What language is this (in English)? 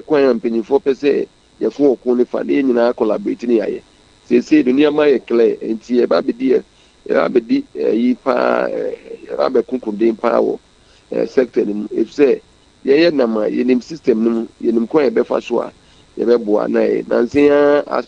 Akan